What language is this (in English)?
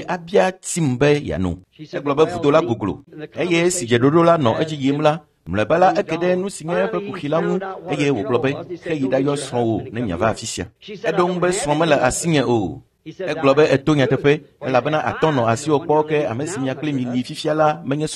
Ewe